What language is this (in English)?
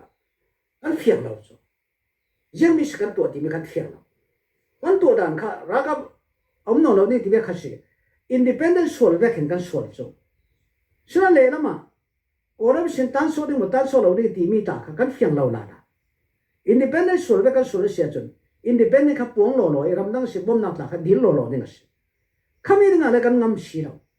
Hakha Chin